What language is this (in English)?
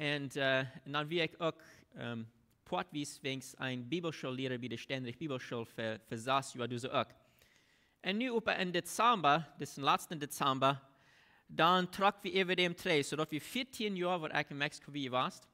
Plautdietsch